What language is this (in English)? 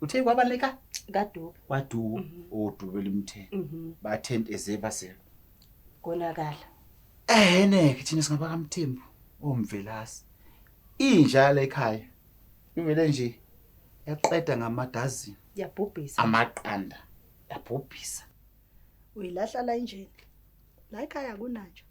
Zulu